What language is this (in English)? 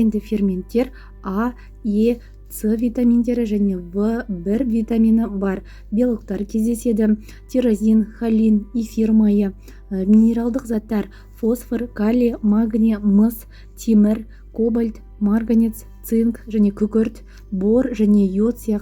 Kazakh